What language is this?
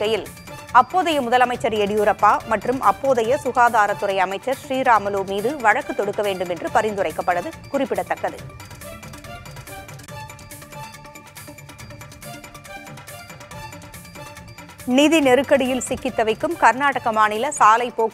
Tamil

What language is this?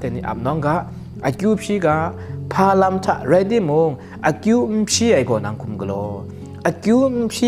Kachin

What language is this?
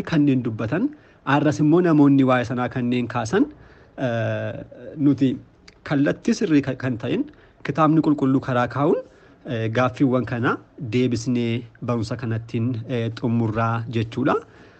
Oromo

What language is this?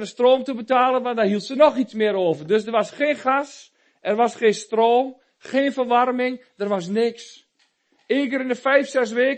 Dutch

